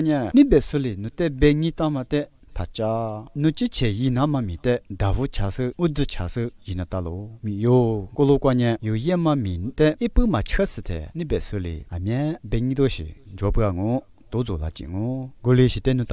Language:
Lisu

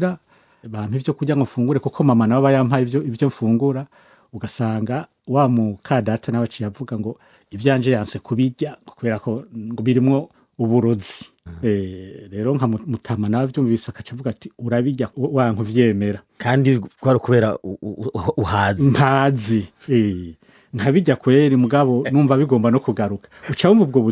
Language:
Rundi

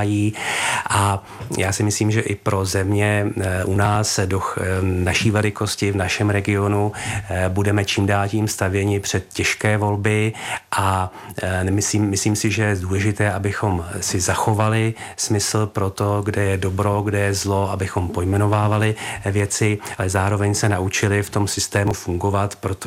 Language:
Czech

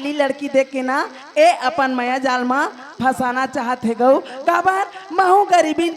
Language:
Chhattisgarhi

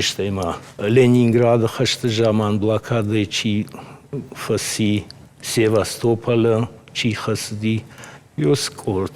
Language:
Ossetic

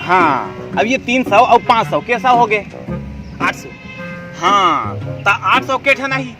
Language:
Chhattisgarhi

